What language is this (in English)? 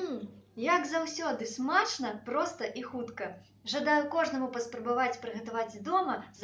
Belarusian